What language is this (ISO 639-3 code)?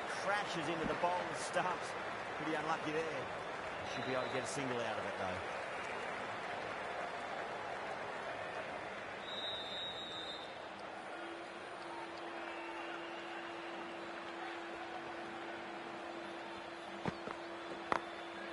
hin